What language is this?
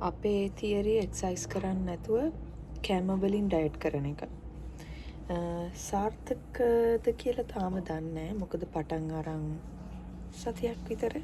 Sinhala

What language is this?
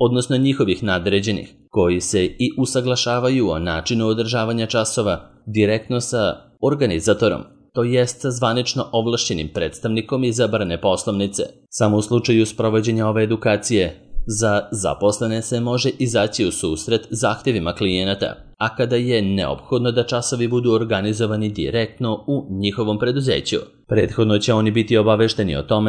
Serbian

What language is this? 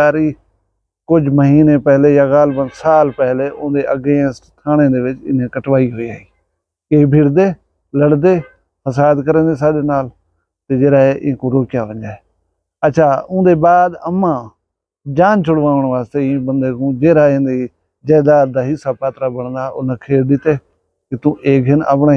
Saraiki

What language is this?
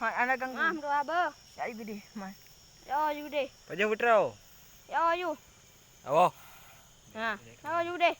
Achinese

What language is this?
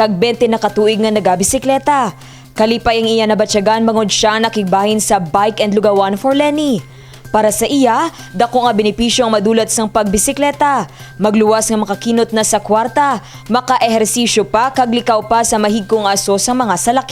Hiligaynon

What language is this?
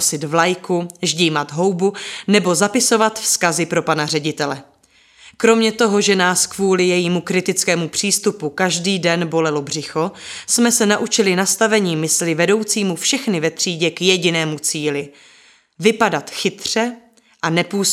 Czech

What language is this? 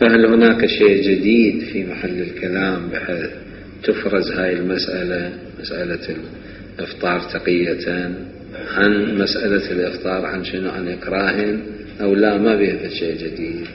Mesopotamian Arabic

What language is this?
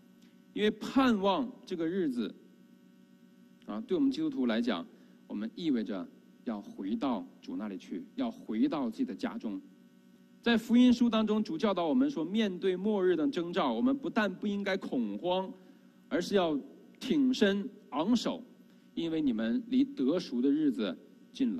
Chinese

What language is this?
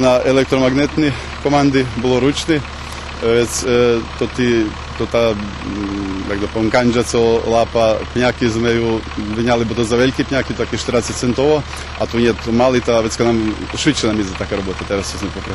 Rusyn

